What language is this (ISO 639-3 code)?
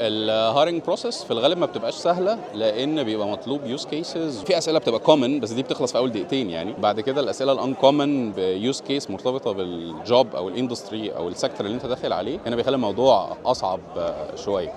arz